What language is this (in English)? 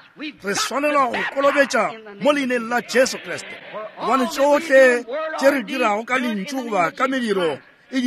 Northern Sotho